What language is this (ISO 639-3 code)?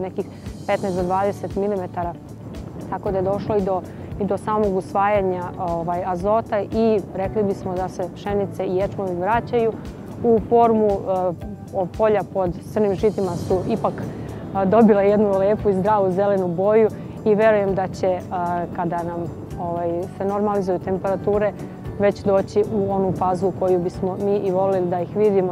srp